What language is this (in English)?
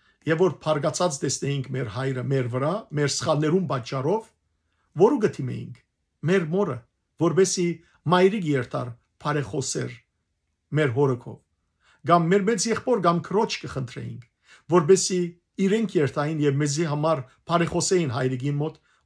Western Armenian